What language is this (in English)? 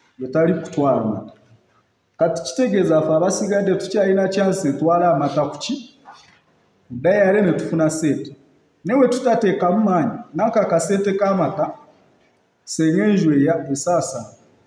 Nyankole